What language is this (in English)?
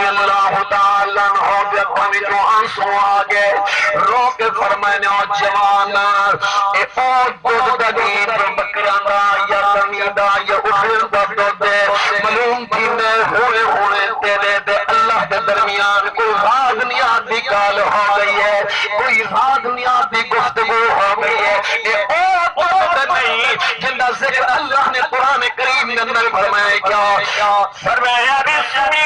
Saraiki